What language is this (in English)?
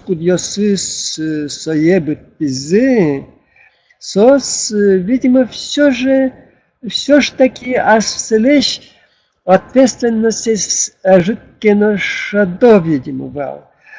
Udmurt